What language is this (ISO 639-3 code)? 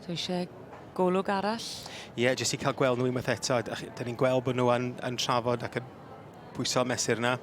cym